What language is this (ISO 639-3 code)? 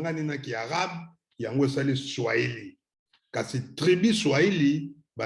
lin